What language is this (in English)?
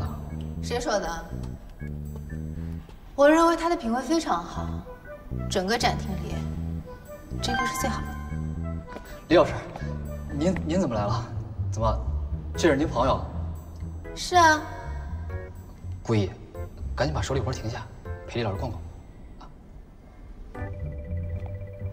Chinese